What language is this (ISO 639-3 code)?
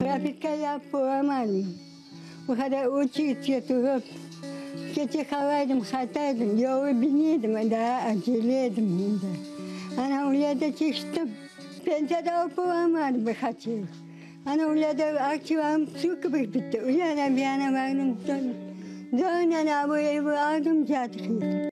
crh